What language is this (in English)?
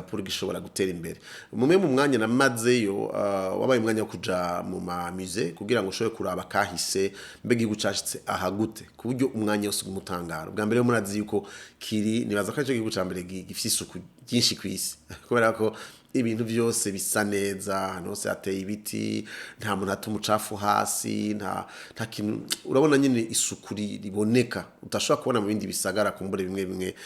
Rundi